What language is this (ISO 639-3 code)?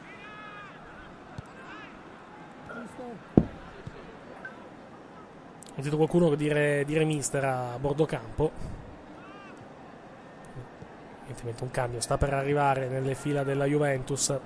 ita